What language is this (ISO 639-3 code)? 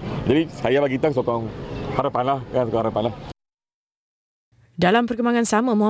msa